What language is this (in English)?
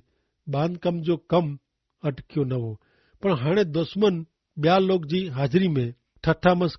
Kachhi